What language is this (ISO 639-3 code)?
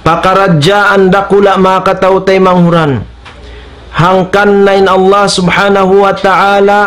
tsg